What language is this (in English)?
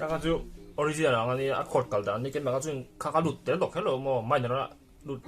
Mizo